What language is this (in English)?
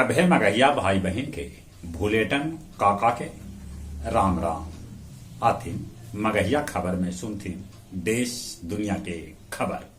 Magahi